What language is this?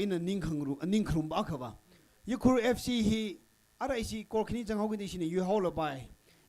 Tangkhul Naga (India)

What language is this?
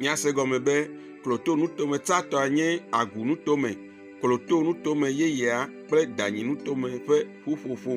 Ewe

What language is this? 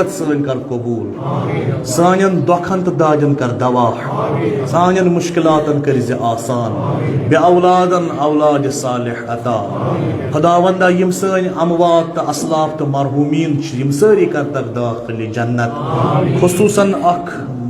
Kashmiri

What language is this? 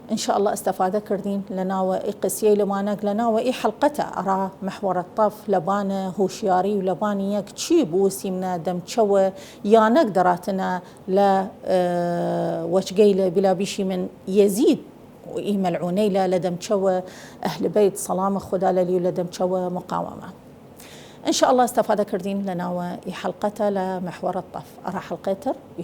Southern Kurdish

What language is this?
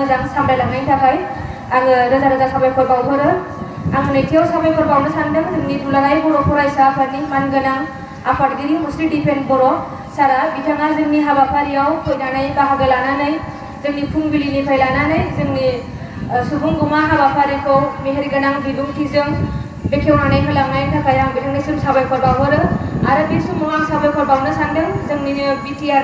Bodo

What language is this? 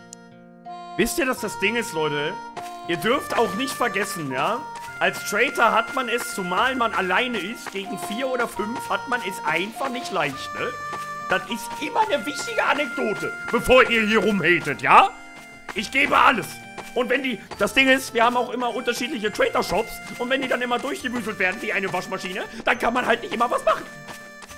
German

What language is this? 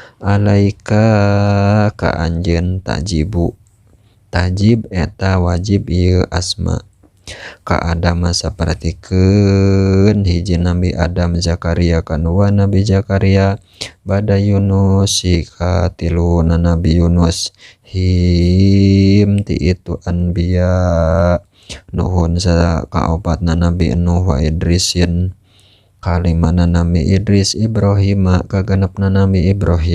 Sundanese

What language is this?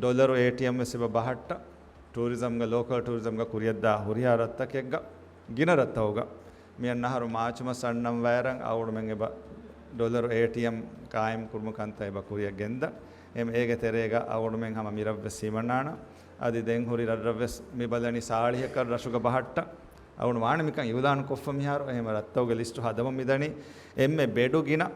Divehi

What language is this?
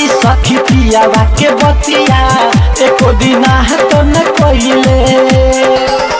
Bhojpuri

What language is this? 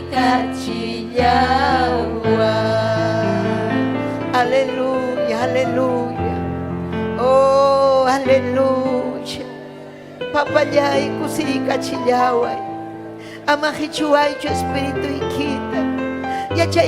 Ayacucho Quechua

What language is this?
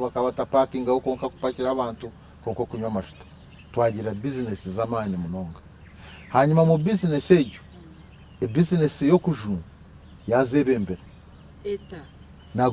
Nyankole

